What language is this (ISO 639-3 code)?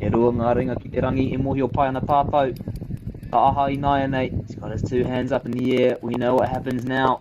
mri